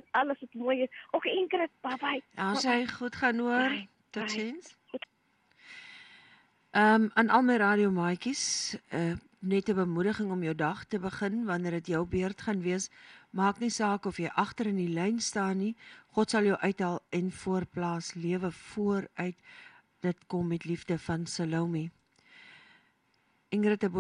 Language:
Afrikaans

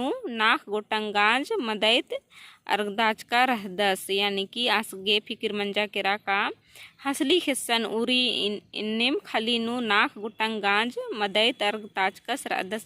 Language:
Kurukh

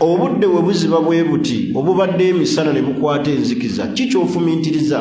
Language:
Ganda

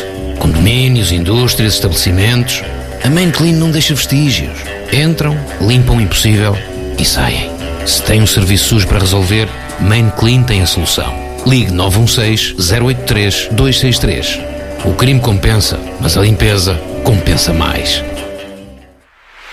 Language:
Portuguese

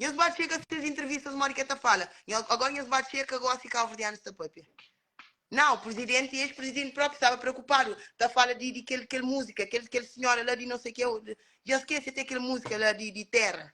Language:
Kabuverdianu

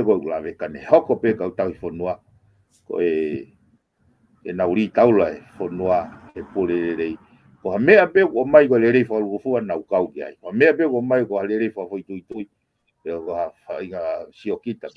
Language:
Tongan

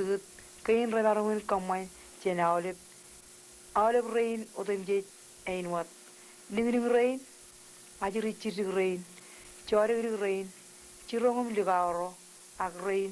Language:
Marshallese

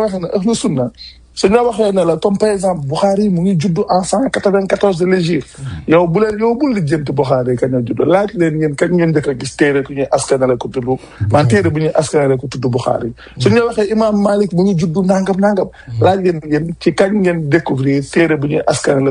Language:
Wolof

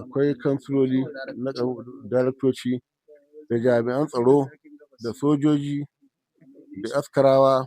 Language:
Hausa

